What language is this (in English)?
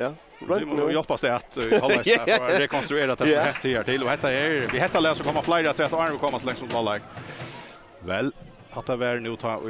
Faroese